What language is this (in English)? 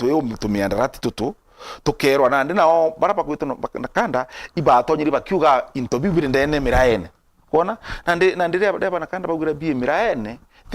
Meru